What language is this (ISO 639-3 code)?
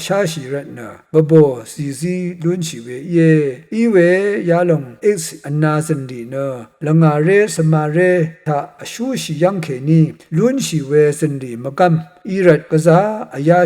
raw